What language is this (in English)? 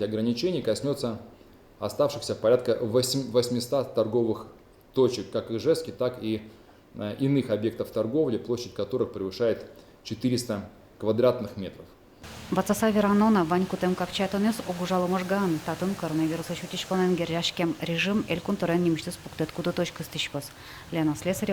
Udmurt